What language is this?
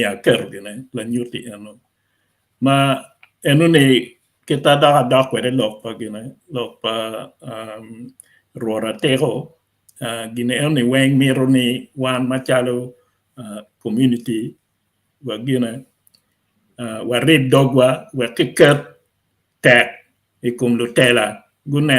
Acoli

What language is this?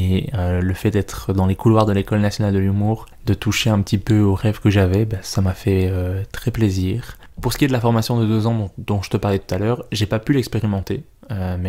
French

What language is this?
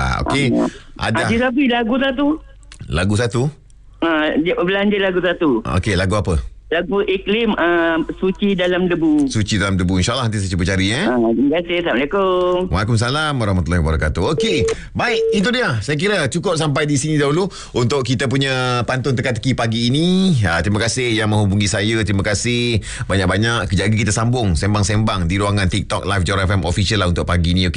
Malay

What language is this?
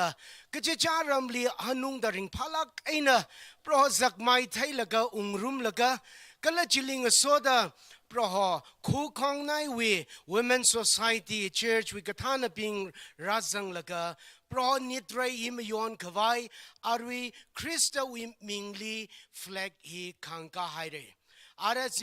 Tangkhul Naga (India)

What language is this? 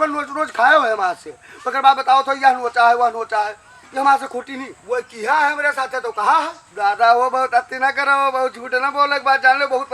Awadhi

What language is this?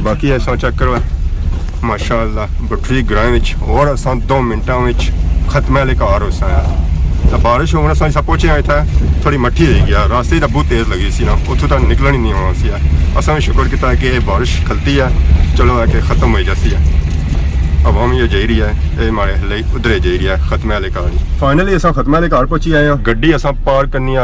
Pahari-Potwari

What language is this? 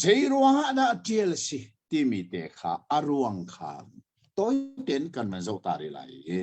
Hakha Chin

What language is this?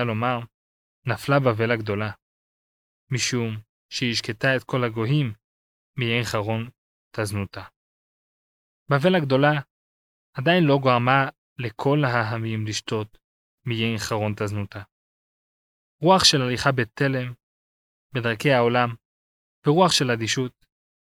Hebrew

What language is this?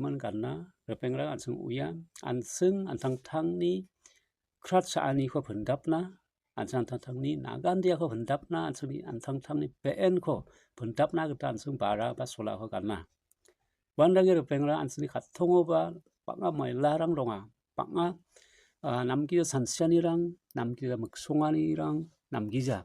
Garo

